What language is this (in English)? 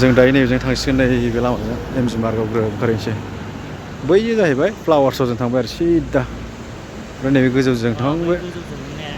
Bodo